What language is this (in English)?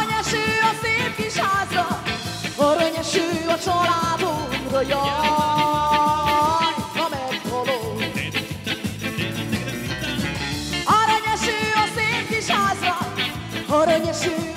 Hungarian